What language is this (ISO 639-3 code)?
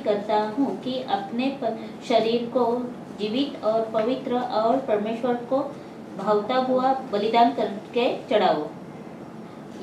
hin